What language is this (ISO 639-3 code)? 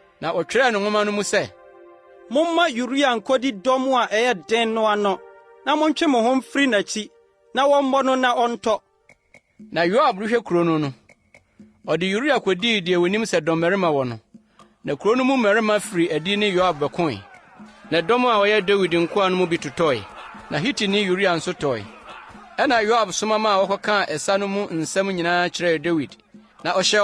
aka